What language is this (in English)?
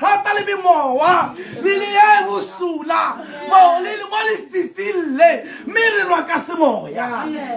Tswana